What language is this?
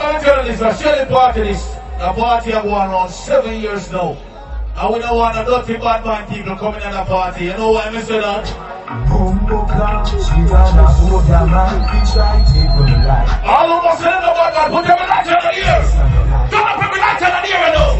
Jamaican Creole English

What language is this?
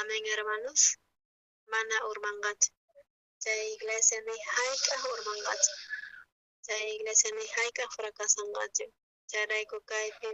South Bolivian Quechua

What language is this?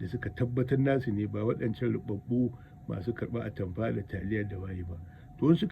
Hausa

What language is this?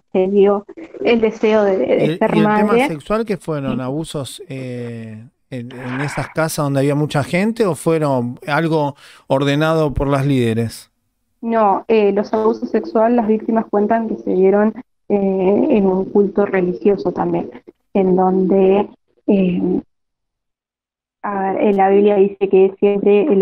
Spanish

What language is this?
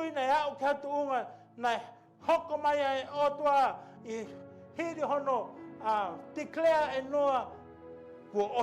Tongan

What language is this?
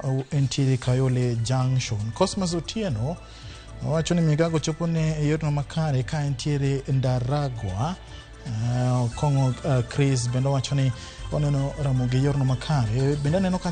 Luo (Kenya and Tanzania)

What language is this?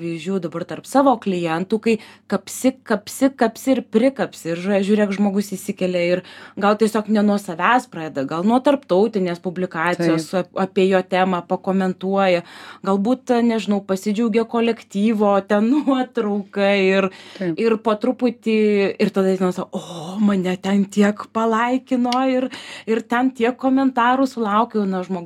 Lithuanian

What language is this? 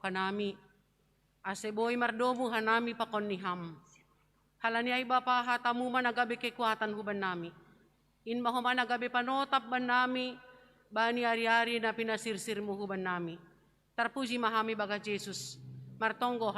Batak Simalungun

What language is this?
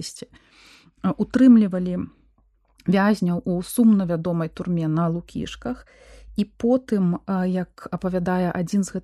Belarusian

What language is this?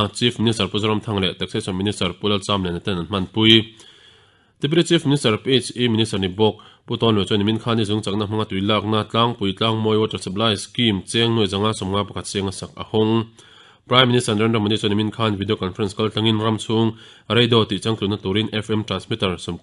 Mizo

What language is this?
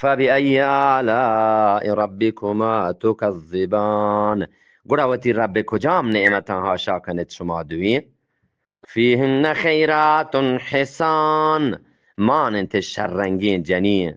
Eastern Balochi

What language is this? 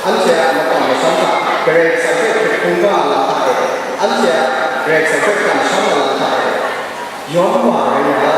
Kachin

